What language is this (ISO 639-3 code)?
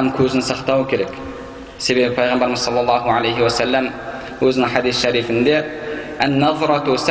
kaz